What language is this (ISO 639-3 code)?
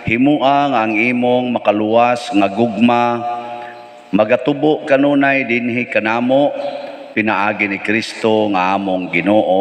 ceb